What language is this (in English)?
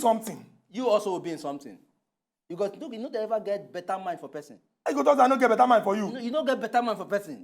Nigerian Pidgin